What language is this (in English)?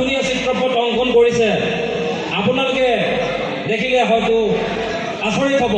Assamese